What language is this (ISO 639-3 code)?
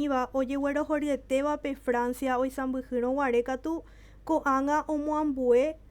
grn